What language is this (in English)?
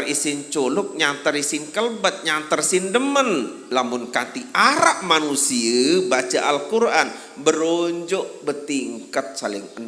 Sasak